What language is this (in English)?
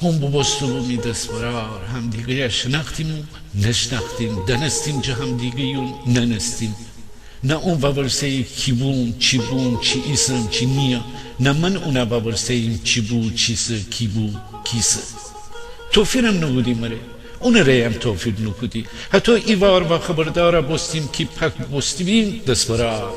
Gilaki